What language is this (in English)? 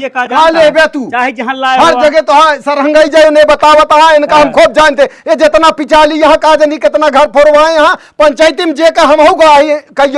Awadhi